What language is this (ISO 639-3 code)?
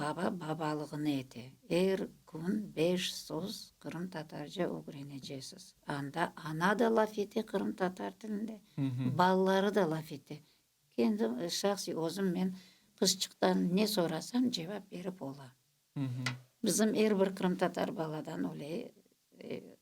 crh